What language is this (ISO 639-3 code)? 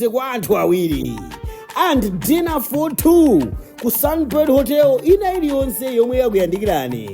nya